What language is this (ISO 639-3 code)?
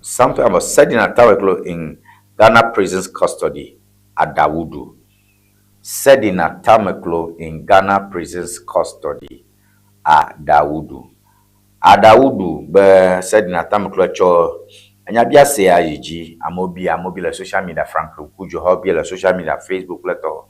ewe